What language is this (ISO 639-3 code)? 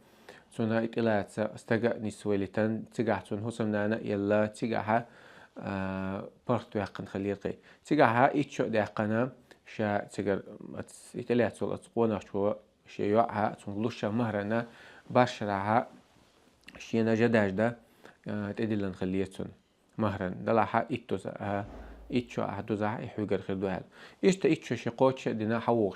che